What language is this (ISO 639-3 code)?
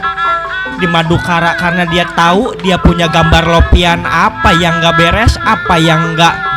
bew